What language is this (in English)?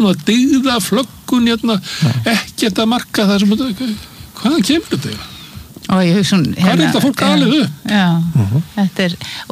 Icelandic